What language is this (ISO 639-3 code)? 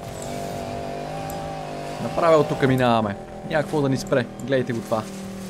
bul